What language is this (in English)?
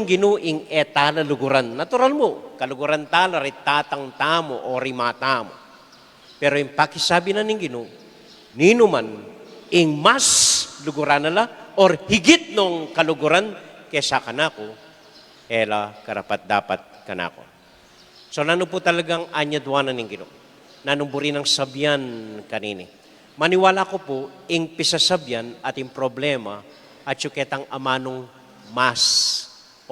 Pampanga